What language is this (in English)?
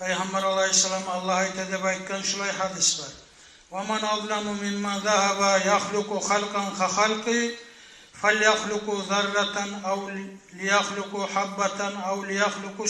Kumyk